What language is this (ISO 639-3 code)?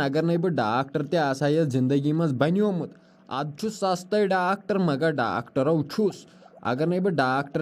kas